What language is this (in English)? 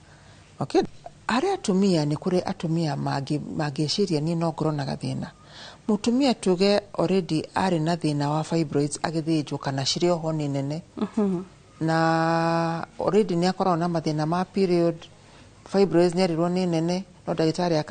Kikuyu